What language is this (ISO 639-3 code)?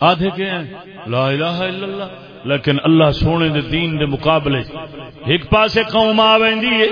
skr